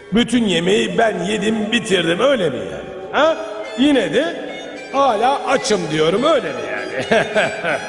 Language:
Turkish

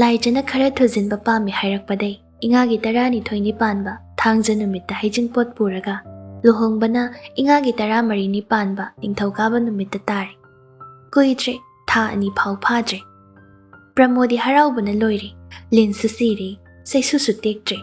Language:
Manipuri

